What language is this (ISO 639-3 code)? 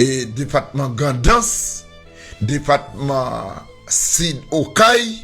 hat